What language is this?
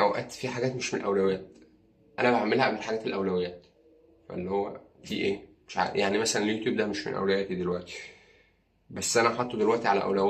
Egyptian Arabic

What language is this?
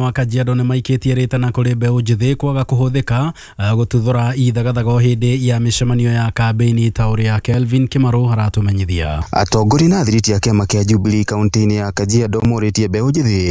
Kikuyu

